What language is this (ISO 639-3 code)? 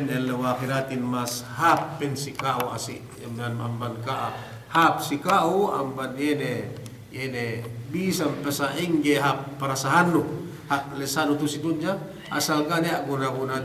yka